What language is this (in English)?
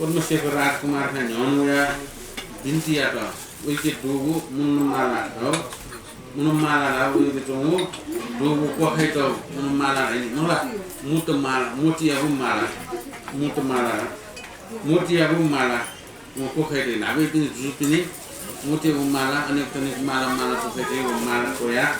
Newari